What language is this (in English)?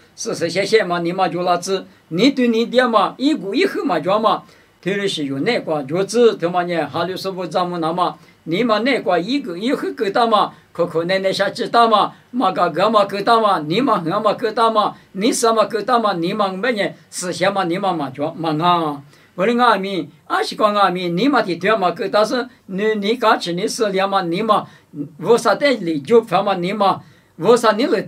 Lisu